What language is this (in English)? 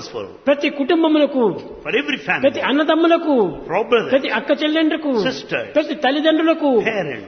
Telugu